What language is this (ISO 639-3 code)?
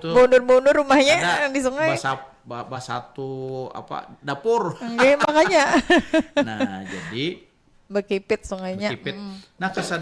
bjn